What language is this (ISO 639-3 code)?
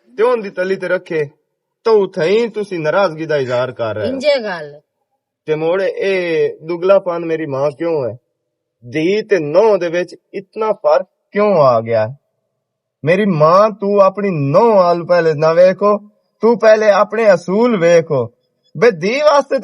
lah